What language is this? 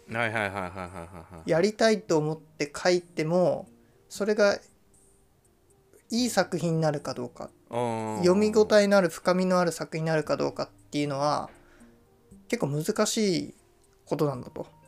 Japanese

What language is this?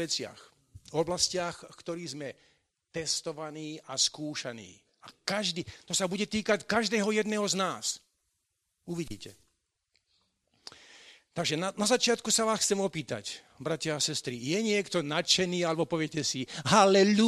Slovak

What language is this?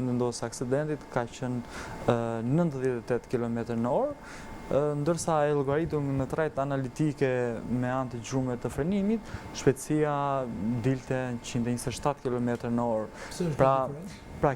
Albanian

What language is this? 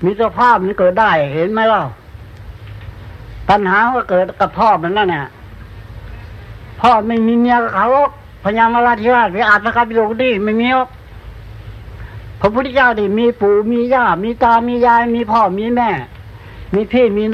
Thai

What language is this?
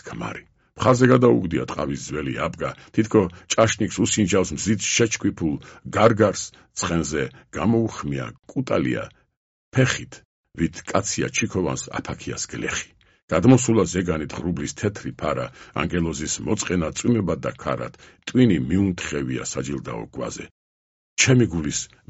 Georgian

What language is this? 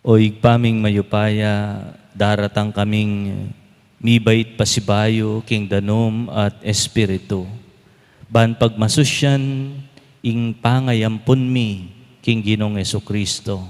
Pampanga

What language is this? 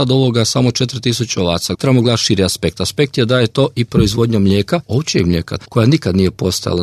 Croatian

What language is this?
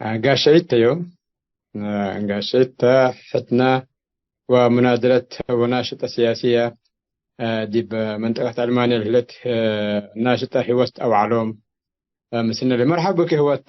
Tigre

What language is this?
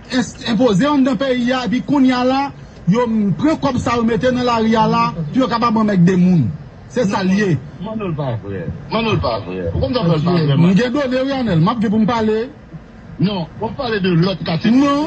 Haitian Creole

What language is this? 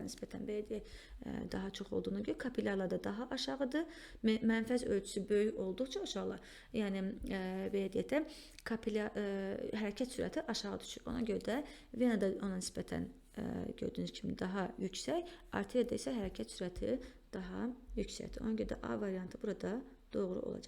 Azerbaijani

